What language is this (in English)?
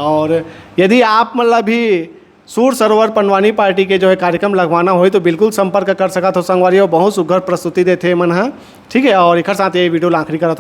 Chhattisgarhi